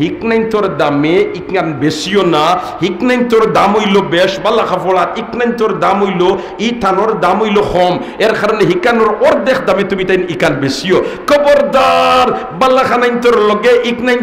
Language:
Sylheti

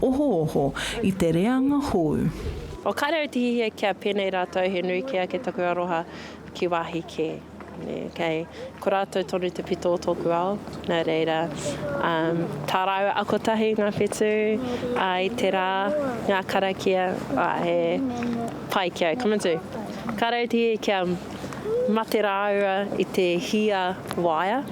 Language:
Māori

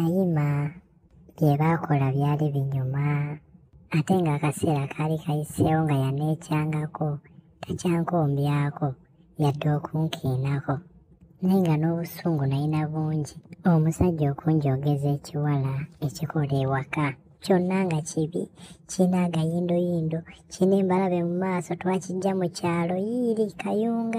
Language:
Ganda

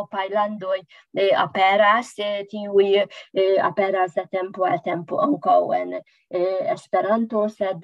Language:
Esperanto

